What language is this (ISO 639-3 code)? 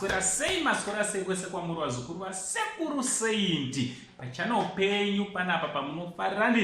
sna